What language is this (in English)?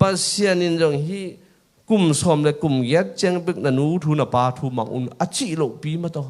Tedim Chin